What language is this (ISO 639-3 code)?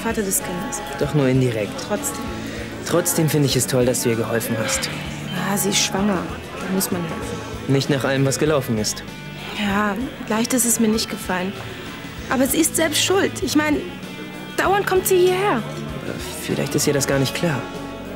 deu